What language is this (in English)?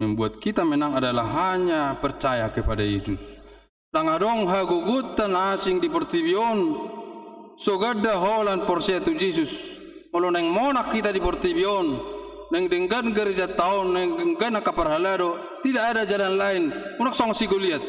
Batak Toba